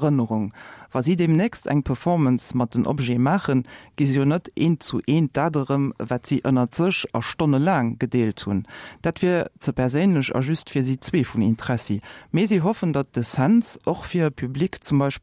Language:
Luxembourgish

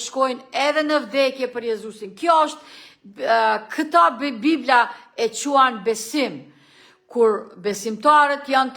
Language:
Albanian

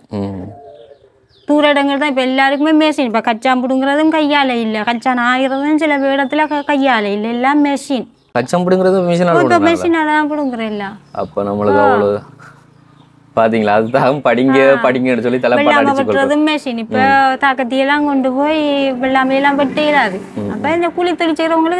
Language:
Tamil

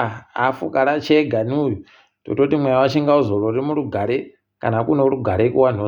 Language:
Ndau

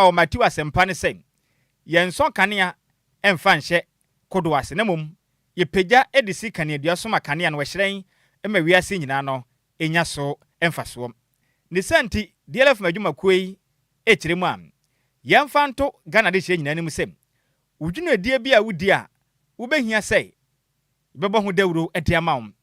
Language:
Akan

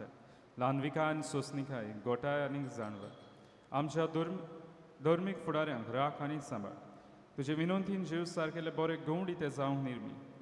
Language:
Konkani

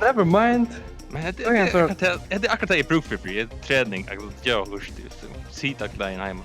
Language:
Faroese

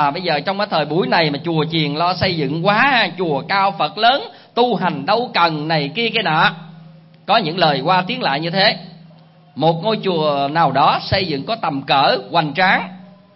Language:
Vietnamese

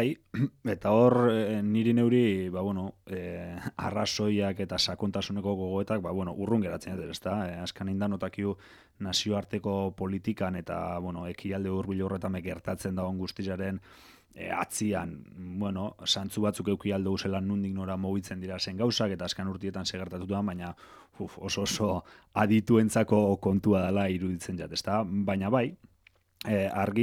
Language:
Basque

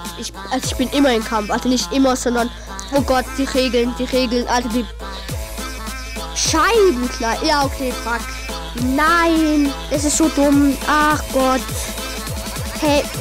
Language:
German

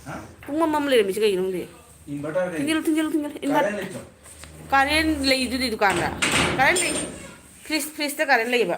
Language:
Manipuri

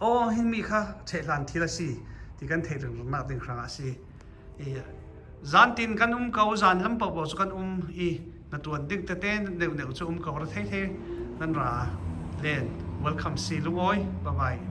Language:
Falam Chin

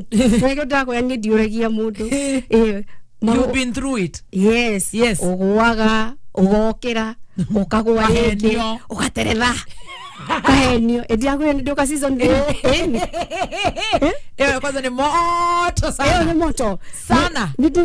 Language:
Kikuyu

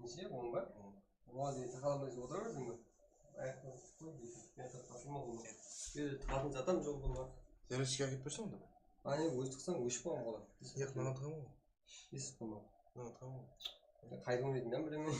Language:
Kara-Kalpak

